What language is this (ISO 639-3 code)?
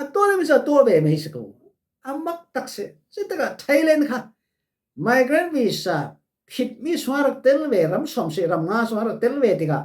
cfm